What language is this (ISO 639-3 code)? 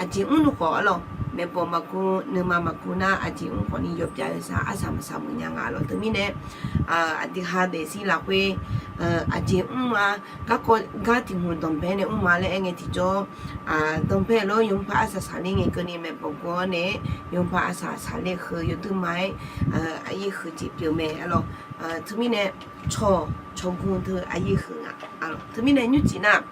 ahk